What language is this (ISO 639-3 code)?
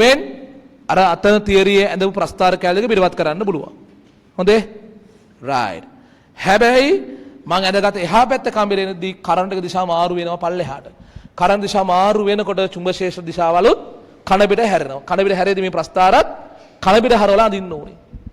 sin